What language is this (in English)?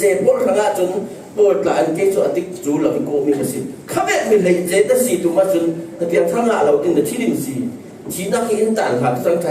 Falam Chin